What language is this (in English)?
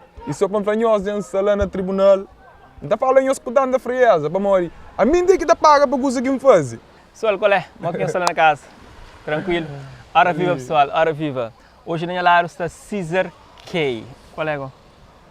Kabuverdianu